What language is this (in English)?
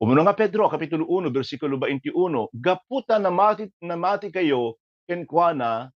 Iloko